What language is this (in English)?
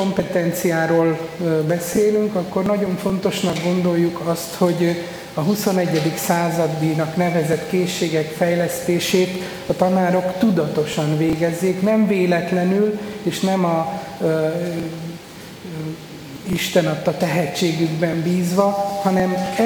Hungarian